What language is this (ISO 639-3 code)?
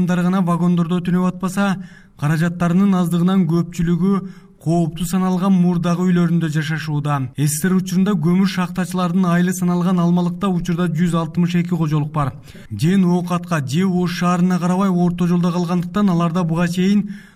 kir